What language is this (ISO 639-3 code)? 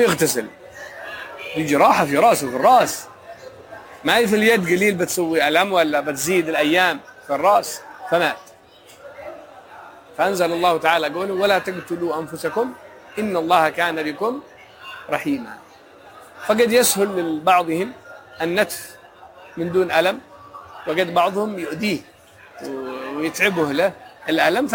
ara